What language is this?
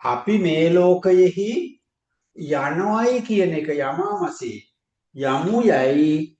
Sinhala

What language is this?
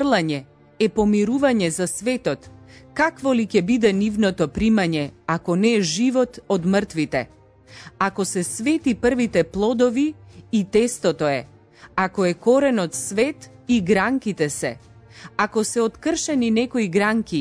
Macedonian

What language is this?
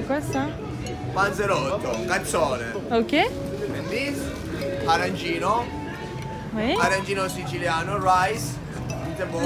French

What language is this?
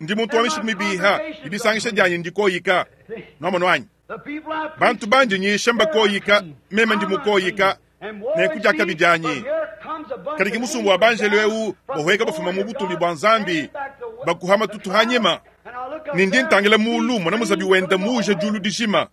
Luba-Lulua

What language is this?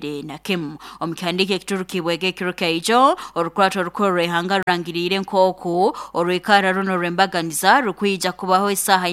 Nyankole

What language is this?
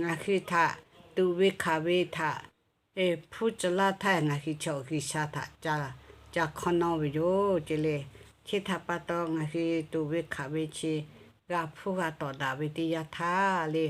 Lahu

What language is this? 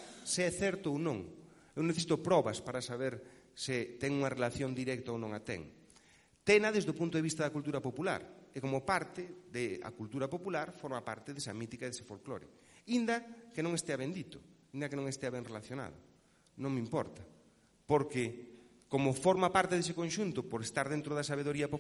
Galician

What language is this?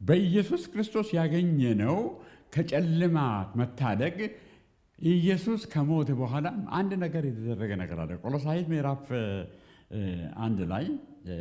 Amharic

